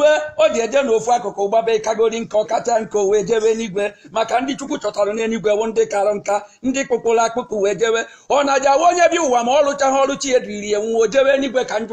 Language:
Igbo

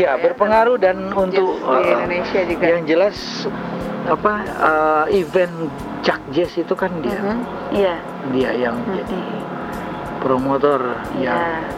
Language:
Indonesian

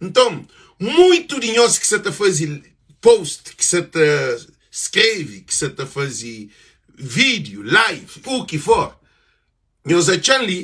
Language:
Kabuverdianu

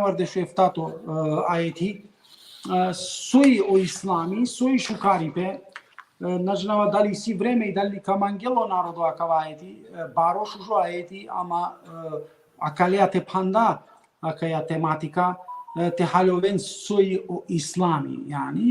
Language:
Balkan Romani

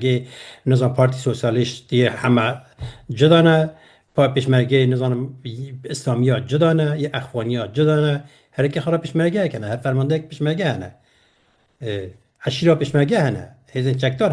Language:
Kurdish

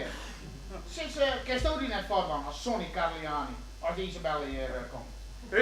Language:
Western Frisian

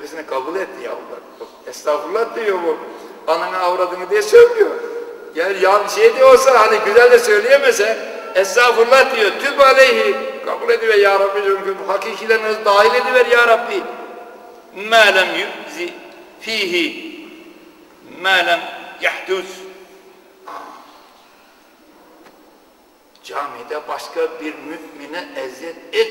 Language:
Turkish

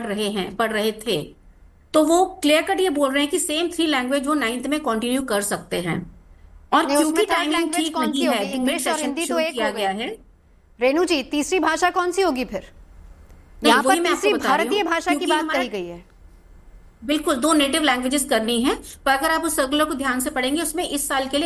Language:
Hindi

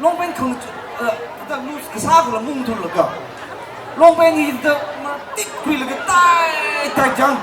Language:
Tangkhul Naga (India)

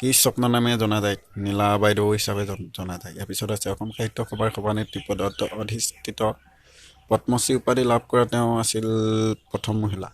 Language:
Assamese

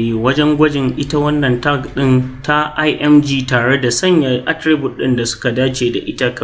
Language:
Hausa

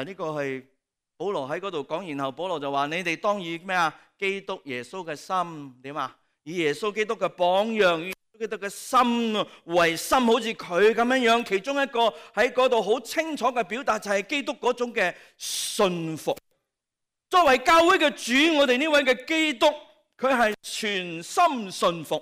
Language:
Cantonese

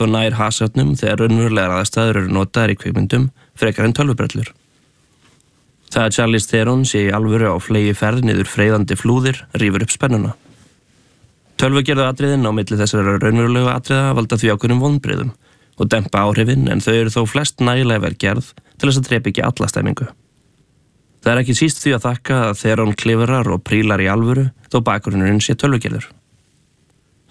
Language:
Icelandic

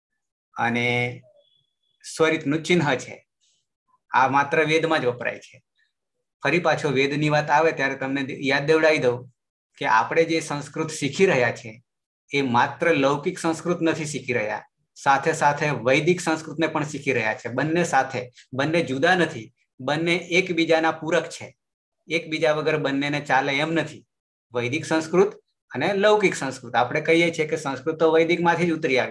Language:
Gujarati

